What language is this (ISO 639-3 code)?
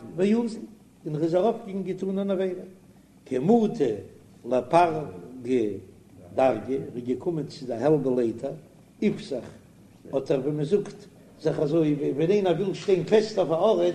yid